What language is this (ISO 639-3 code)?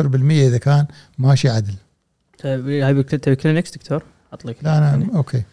afb